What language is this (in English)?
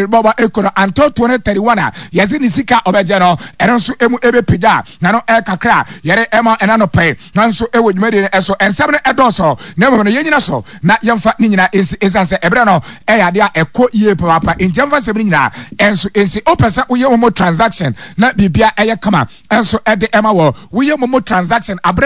Akan